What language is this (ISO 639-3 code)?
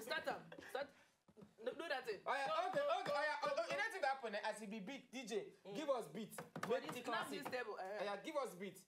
pcm